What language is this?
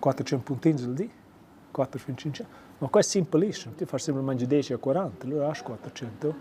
Romansh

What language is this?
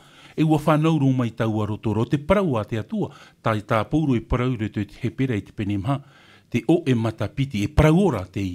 Tahitian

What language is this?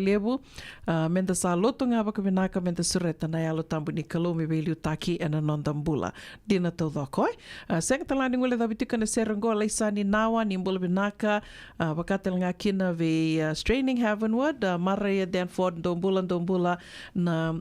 Fijian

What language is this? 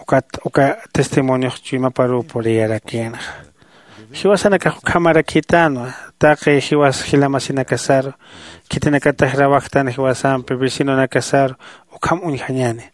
Aymara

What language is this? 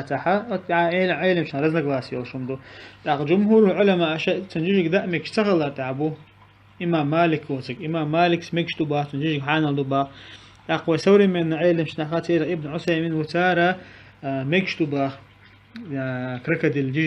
Chechen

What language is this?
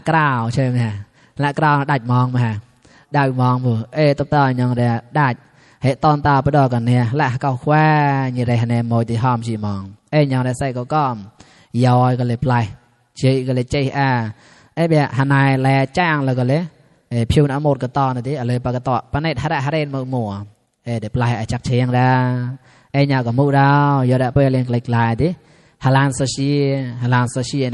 Mon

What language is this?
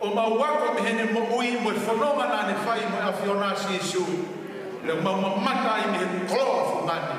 Tongan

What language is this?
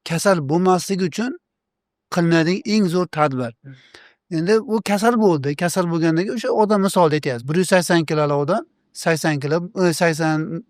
Uzbek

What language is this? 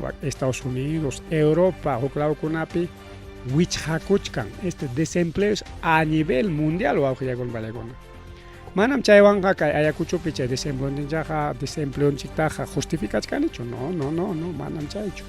Ayacucho Quechua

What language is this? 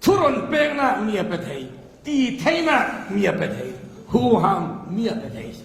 Falam Chin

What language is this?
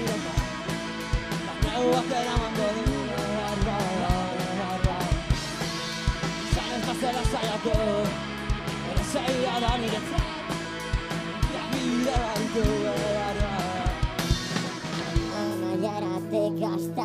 Basque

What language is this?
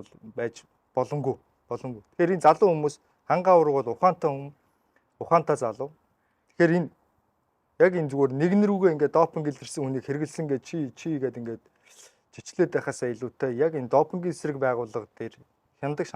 Mongolian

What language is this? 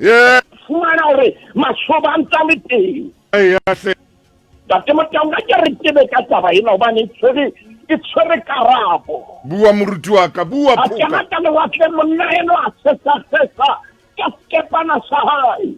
Southern Sotho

